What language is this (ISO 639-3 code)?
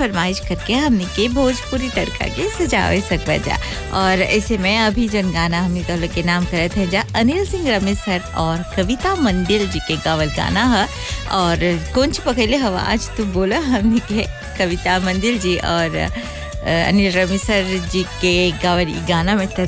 bho